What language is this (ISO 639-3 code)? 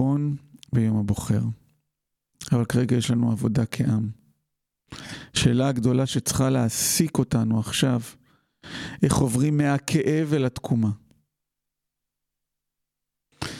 heb